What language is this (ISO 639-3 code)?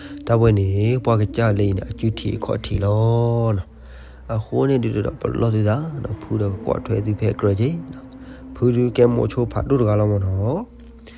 ksw